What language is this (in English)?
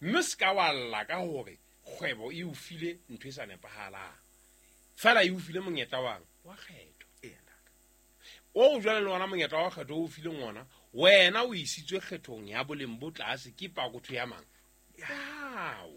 Southern Sotho